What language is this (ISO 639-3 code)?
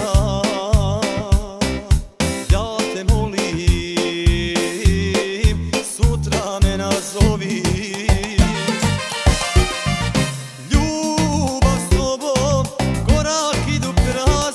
hrv